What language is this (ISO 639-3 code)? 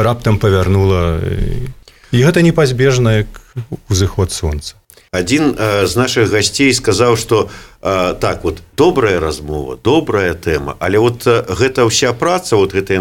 bel